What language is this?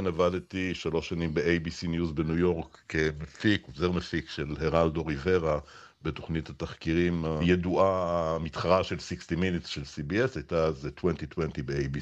Hebrew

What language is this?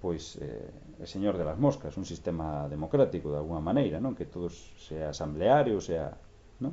Galician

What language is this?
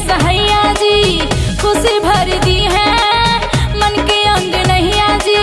Bhojpuri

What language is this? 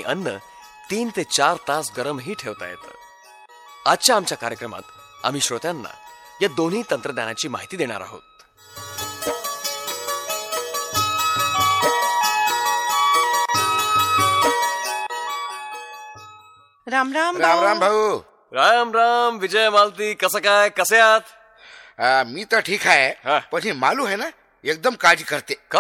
Marathi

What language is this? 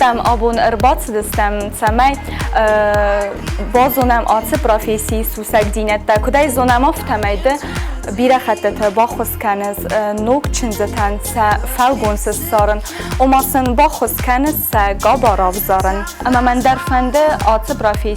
Ossetic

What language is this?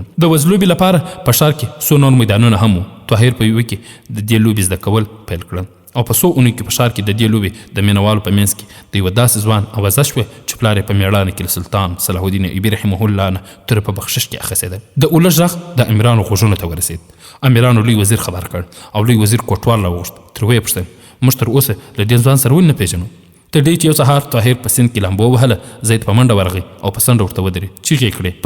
Pashto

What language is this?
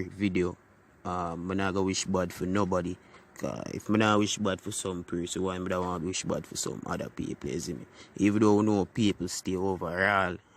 Jamaican Creole English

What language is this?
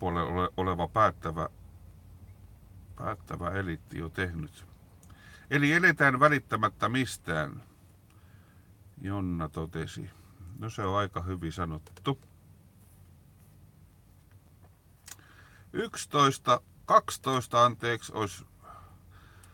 Finnish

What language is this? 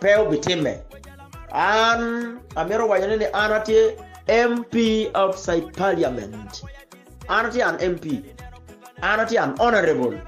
Acoli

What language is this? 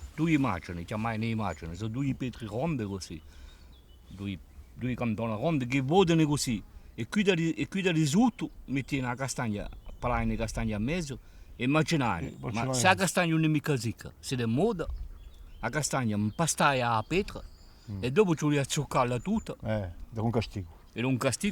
Corsican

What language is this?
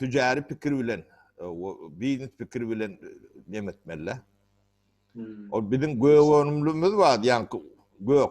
Turkmen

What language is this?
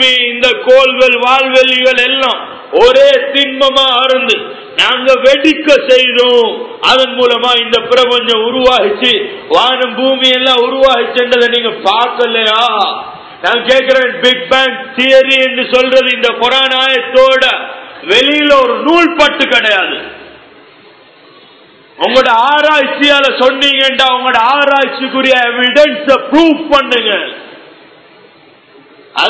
Tamil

